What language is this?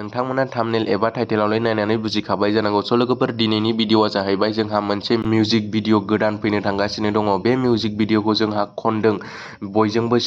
Bodo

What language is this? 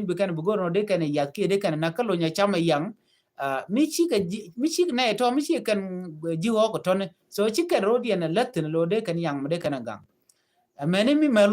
Nuer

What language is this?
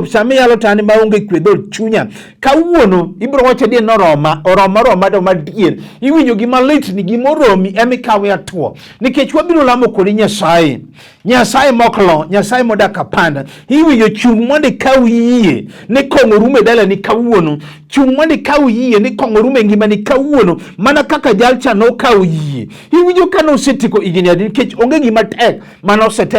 Luo (Kenya and Tanzania)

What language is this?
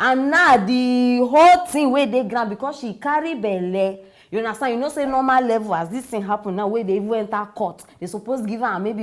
Nigerian Pidgin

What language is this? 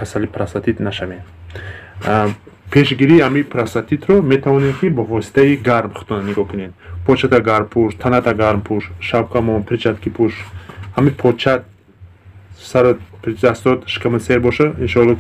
Tajik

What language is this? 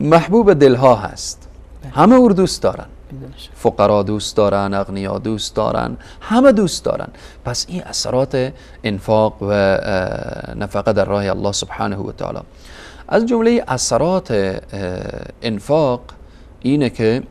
Persian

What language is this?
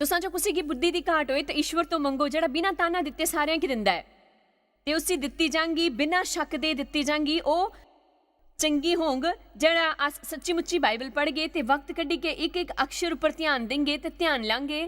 Dogri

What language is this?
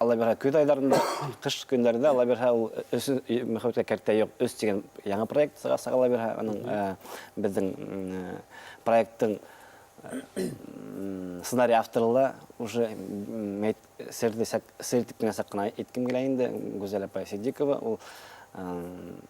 Bashkir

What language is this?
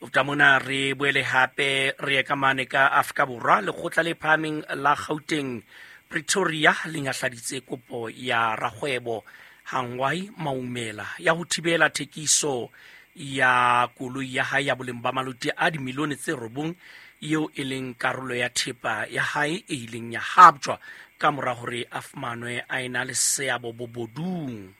Southern Sotho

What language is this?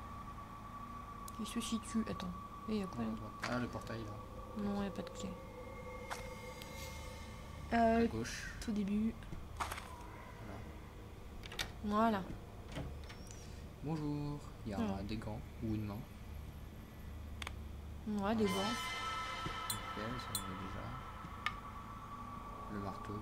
French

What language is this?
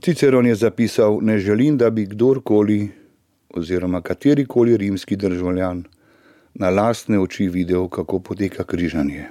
Slovenian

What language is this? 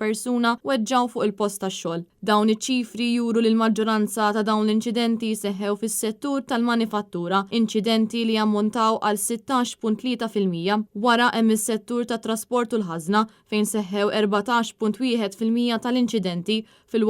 Maltese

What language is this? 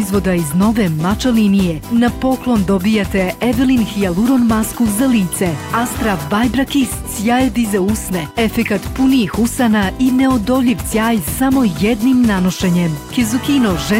Bosnian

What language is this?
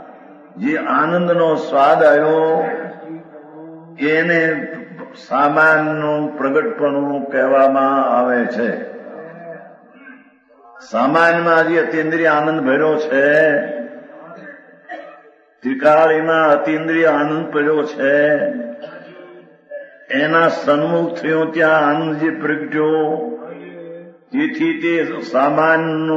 Gujarati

